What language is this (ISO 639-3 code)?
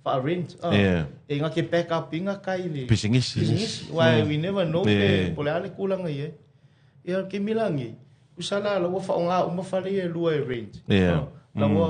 smo